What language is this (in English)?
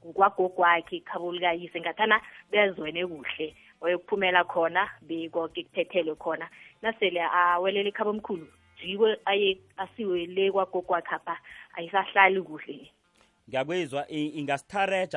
South Ndebele